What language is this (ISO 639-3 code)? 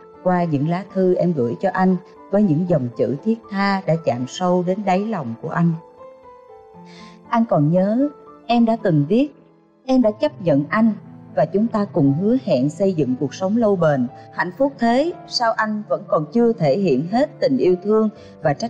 vie